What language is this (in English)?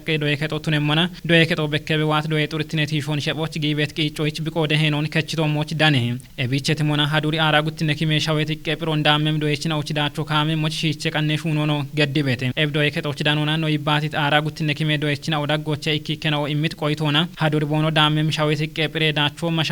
Kafa